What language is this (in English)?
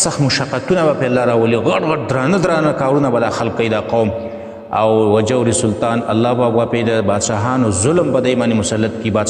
Pashto